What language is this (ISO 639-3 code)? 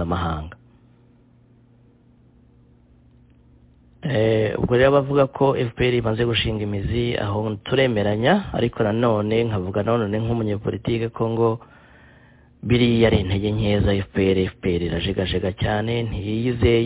kin